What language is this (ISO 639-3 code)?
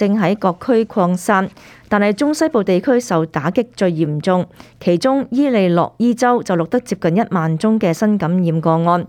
yue